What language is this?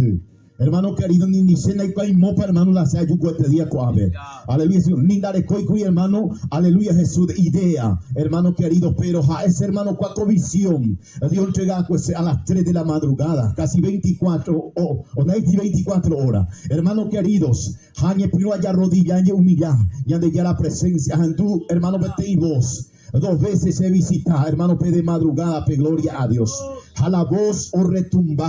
Guarani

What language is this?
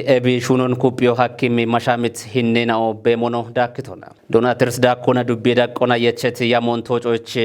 Kafa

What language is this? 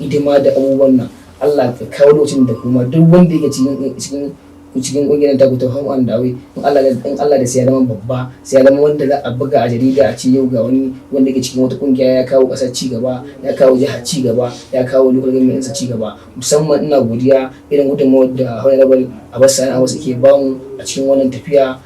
Hausa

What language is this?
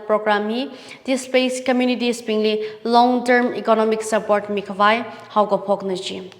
Tangkhul Naga (India)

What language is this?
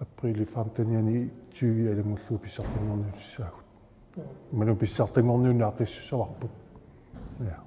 Kalaallisut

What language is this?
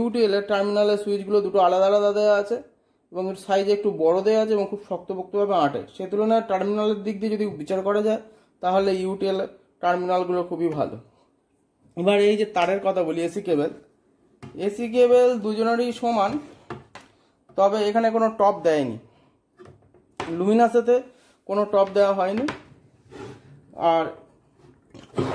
Bangla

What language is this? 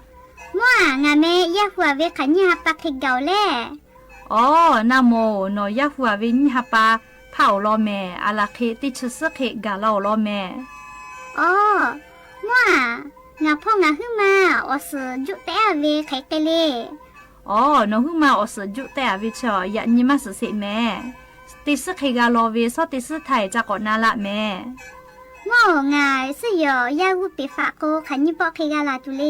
Lahu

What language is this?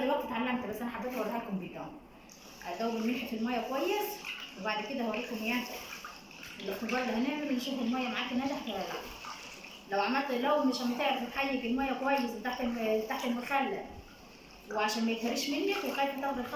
Egyptian Arabic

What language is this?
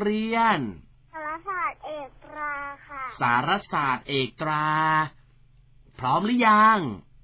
Thai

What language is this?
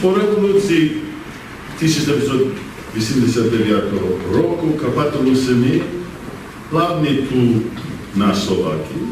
Rusyn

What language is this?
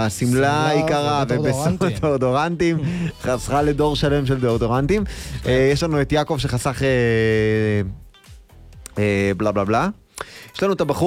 Hebrew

